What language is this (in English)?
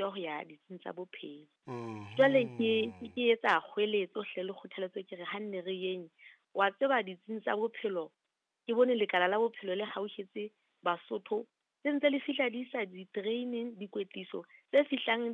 Southern Sotho